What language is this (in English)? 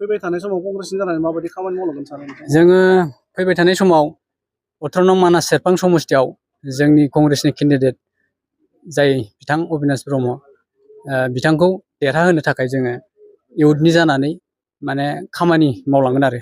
Bodo